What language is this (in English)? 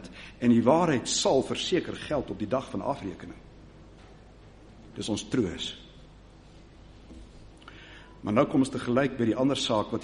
Afrikaans